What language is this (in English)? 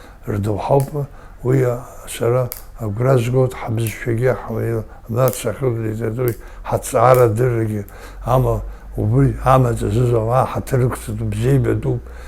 Abkhazian